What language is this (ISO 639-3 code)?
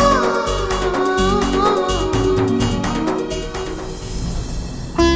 tel